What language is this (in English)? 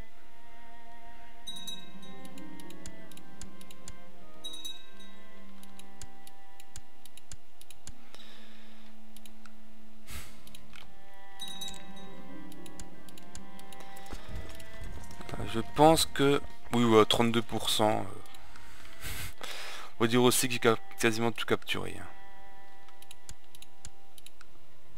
French